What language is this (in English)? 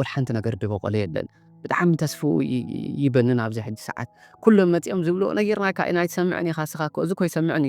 Tigrinya